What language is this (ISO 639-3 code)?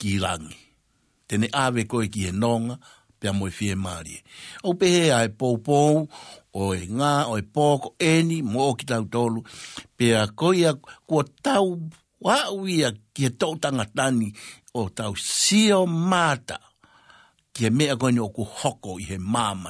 ton